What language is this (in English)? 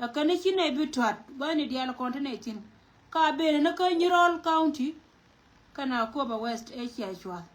Nuer